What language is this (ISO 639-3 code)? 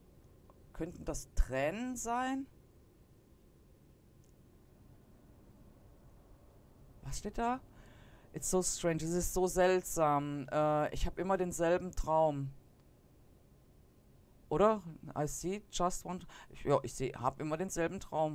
deu